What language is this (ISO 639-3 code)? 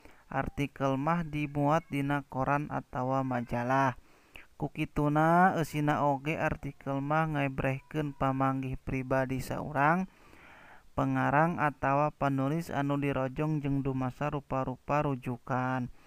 sun